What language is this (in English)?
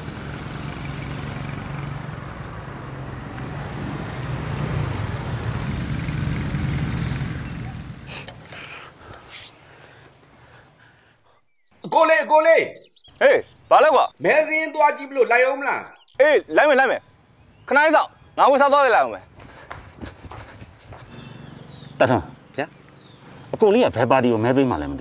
Burmese